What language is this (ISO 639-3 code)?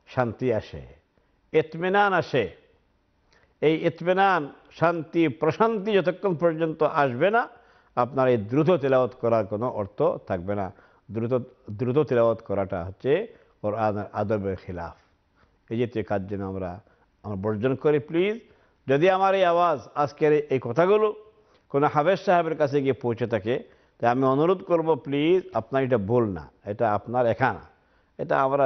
ben